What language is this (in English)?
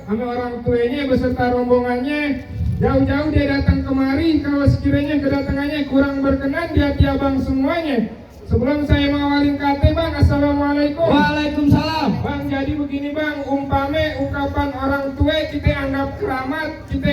Betawi